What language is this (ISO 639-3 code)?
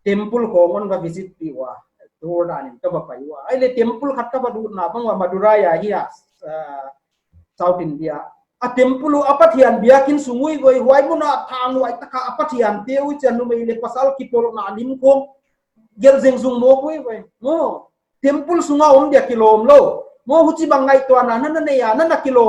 pck